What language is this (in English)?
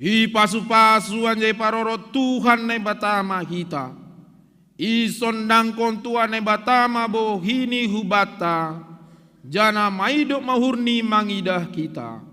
Batak Simalungun